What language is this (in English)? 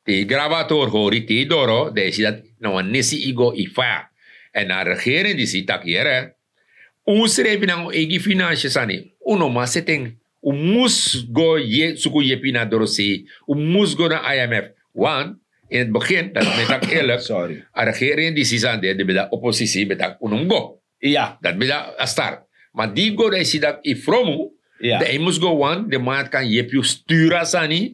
Sranan Tongo